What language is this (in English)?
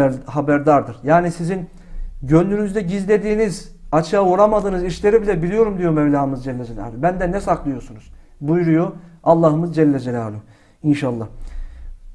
Turkish